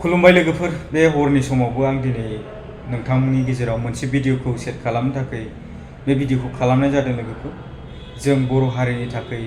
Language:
Bodo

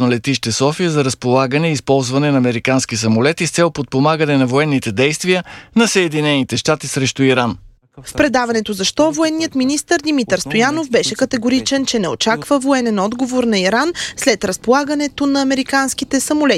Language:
Bulgarian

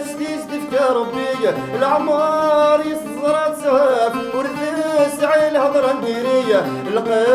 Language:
Kabyle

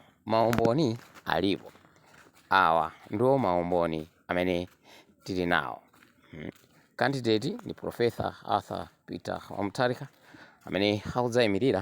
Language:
Nyanja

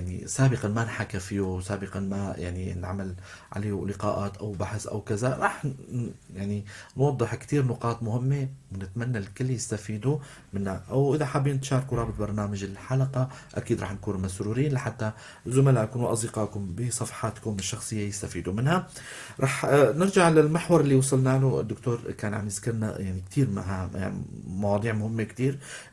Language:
North Levantine Arabic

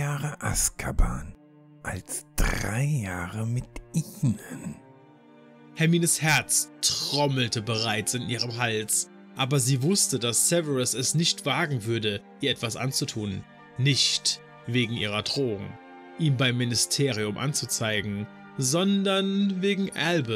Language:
German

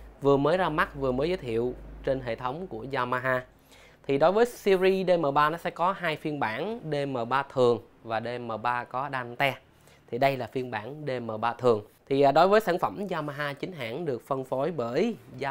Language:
Vietnamese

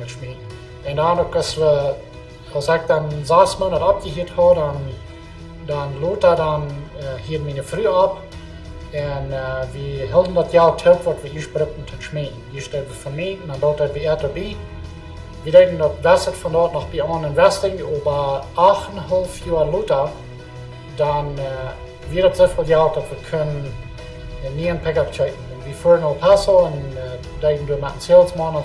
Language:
Plautdietsch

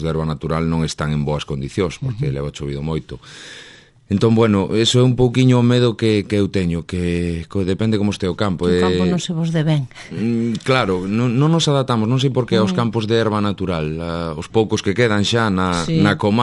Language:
Galician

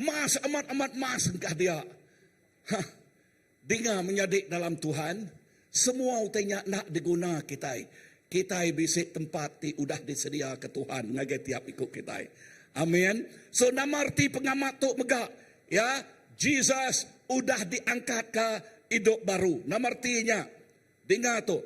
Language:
Iban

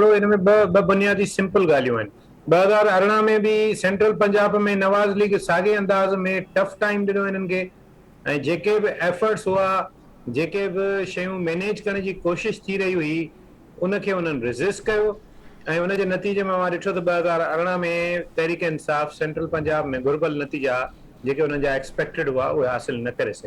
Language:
Sindhi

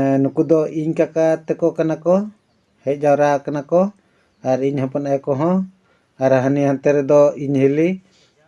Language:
Santali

